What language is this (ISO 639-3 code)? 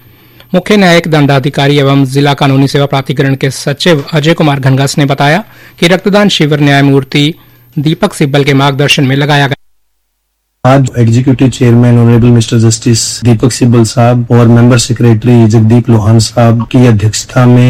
hin